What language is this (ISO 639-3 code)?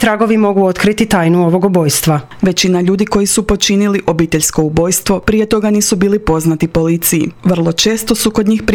hrv